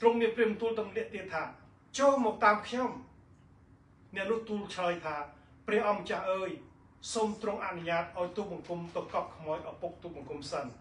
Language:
Khmer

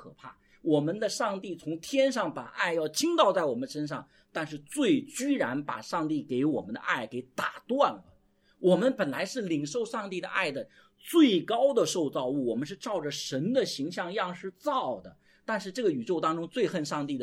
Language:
Chinese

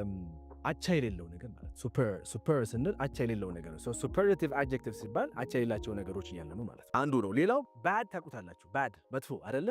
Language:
Amharic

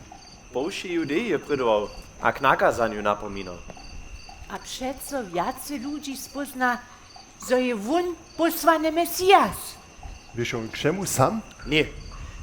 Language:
Upper Sorbian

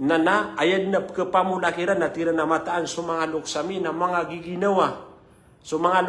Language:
Maranao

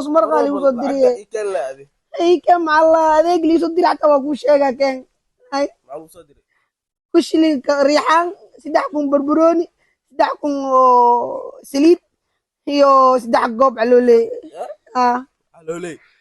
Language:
Somali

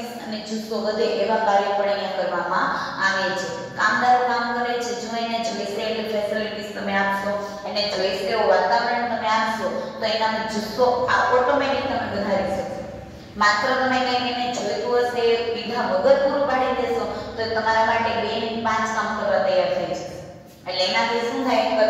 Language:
Gujarati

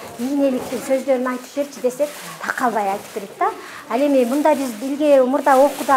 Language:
Kyrgyz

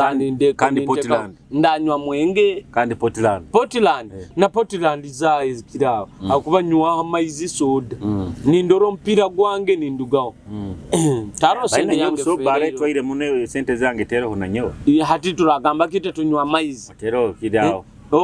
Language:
Nyoro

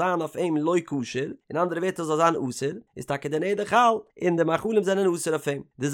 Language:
Yiddish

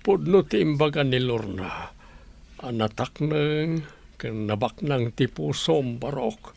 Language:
Iloko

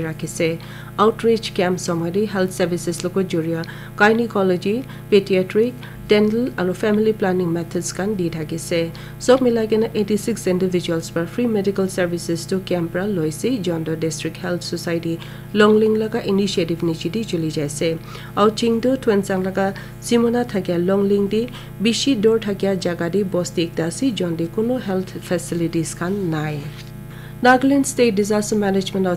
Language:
Naga Pidgin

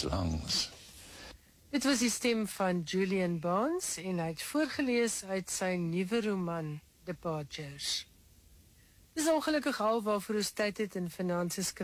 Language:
Afrikaans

